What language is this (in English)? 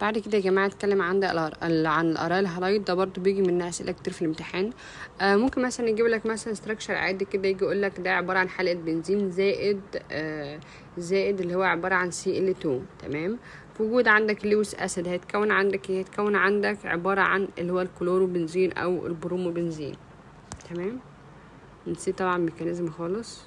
Egyptian Arabic